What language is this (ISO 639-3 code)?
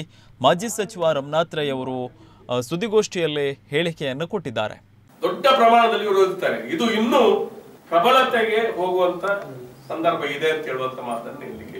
kan